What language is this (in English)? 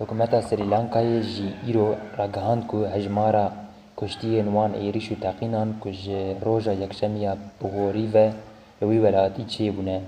Kurdish